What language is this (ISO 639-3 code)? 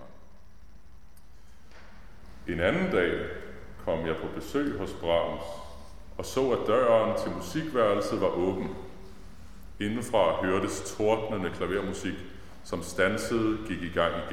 dan